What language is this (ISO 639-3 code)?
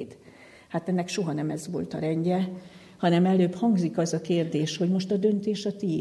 hun